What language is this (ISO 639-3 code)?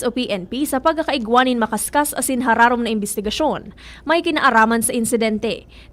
bik